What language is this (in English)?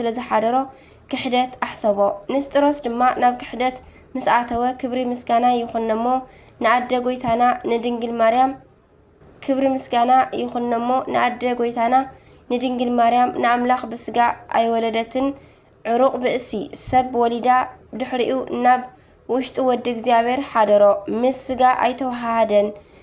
Tigrinya